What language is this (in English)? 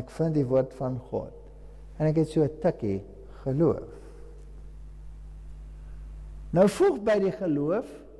Afrikaans